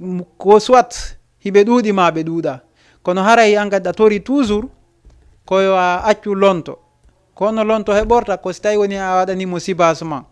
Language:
Fula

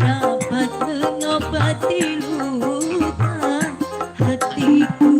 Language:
Betawi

